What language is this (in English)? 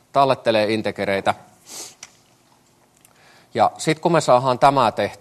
Finnish